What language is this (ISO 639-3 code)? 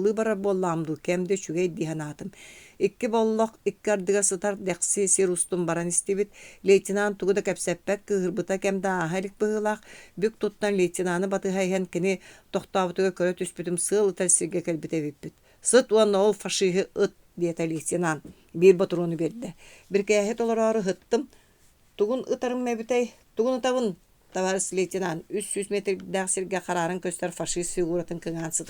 sah